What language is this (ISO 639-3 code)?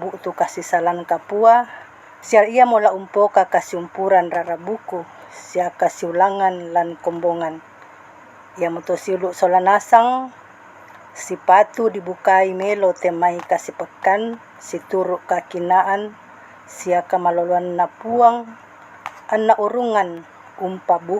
sda